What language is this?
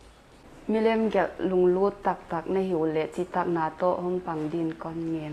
Paite Chin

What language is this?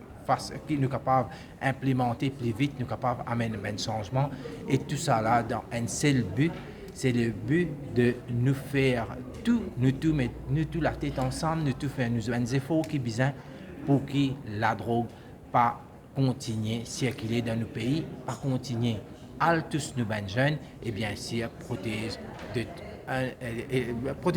Morisyen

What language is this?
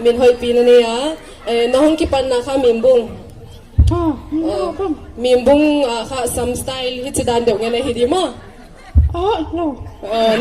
Paite Chin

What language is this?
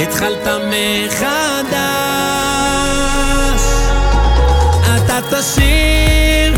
Hebrew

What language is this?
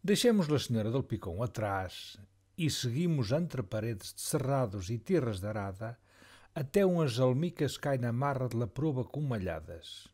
Mirandese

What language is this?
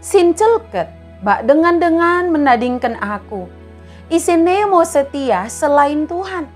Batak Dairi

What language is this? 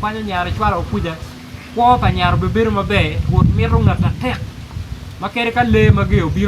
Acoli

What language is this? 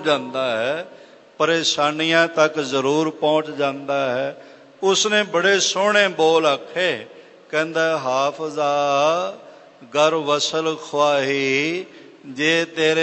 Punjabi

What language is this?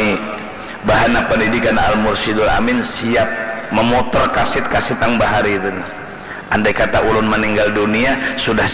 Banjar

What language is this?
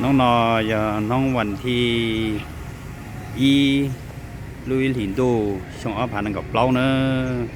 Hmong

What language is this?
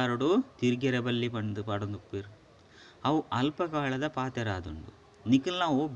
Tulu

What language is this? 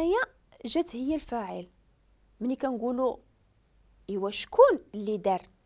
Moroccan Arabic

